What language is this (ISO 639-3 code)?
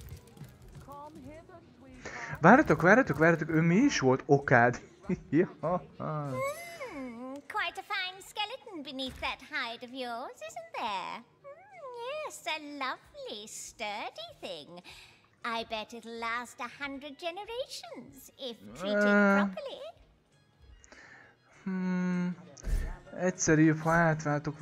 hun